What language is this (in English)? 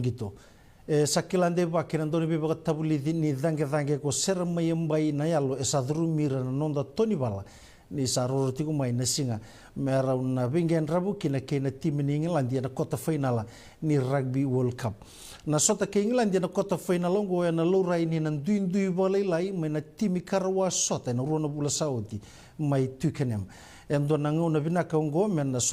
Fijian